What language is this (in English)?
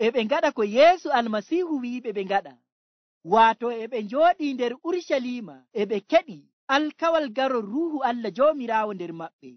Nigerian Fulfulde